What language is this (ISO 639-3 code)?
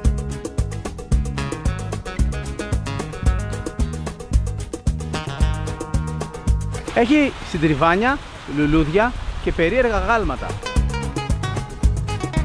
ell